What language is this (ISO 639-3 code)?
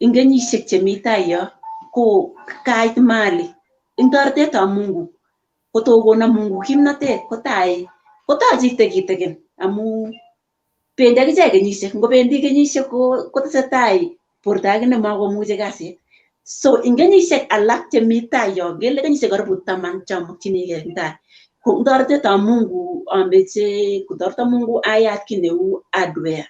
kln